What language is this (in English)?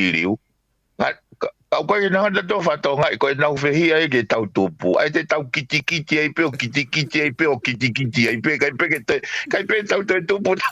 Tongan